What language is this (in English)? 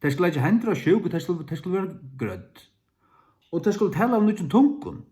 Faroese